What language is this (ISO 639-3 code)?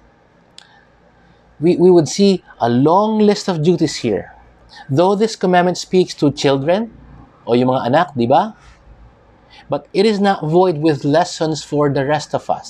fil